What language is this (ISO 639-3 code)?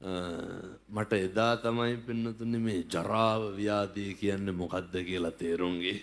sin